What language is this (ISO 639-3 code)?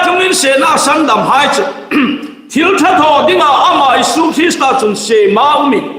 hmr